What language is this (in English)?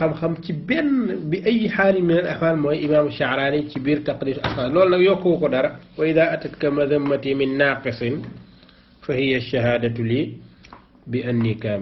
Wolof